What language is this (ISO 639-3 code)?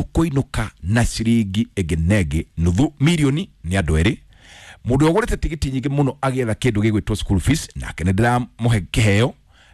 kik